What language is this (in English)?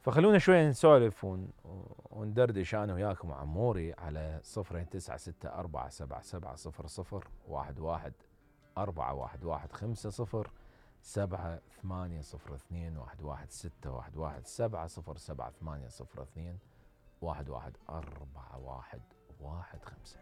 Mesopotamian Arabic